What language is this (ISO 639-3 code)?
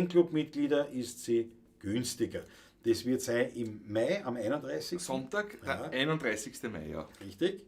bar